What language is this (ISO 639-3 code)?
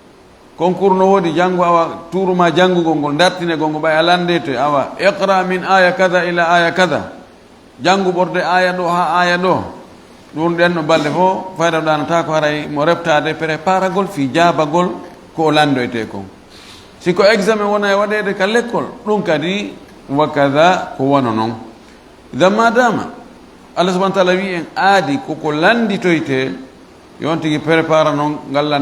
ful